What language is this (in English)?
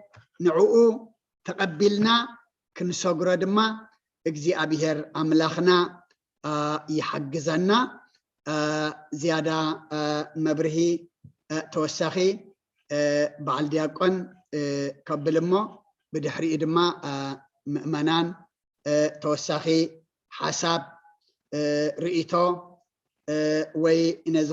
Tigrinya